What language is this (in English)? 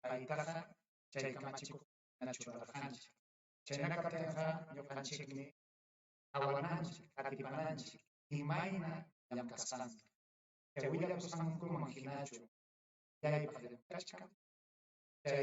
Ayacucho Quechua